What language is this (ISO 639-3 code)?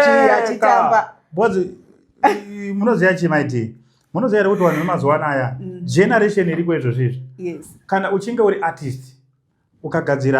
sna